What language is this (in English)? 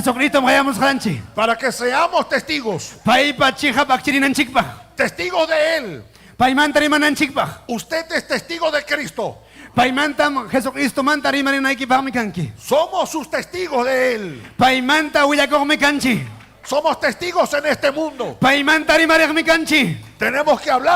Ayacucho Quechua